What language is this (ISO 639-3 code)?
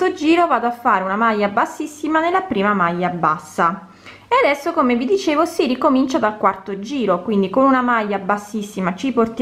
ita